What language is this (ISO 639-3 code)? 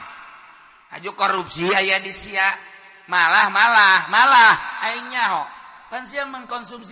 sun